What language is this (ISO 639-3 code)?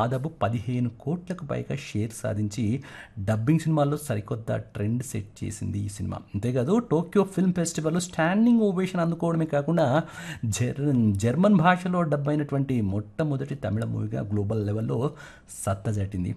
tel